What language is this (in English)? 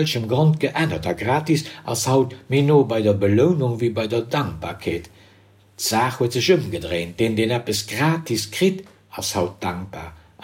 Luxembourgish